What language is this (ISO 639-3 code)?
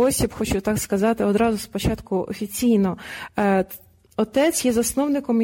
ukr